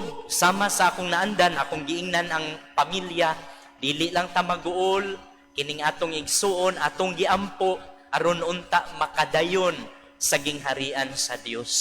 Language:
Cebuano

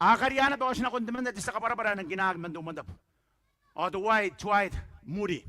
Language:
Gilbertese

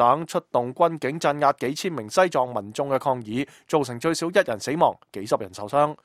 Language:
Cantonese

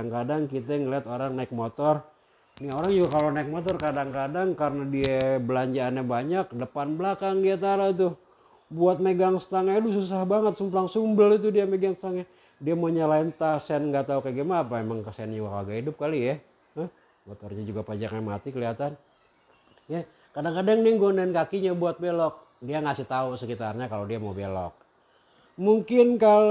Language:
Betawi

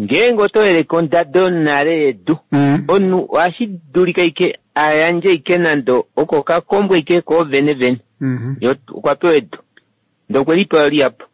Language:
Kuanyama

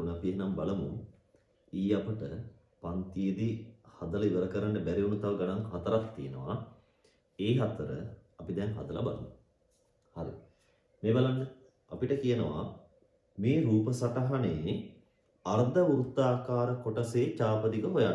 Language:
Sinhala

